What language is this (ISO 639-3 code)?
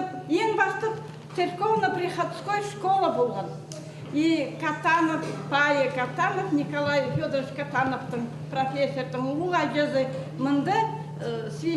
kjh